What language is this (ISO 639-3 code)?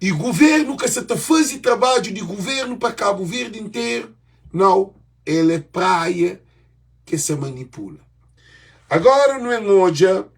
kea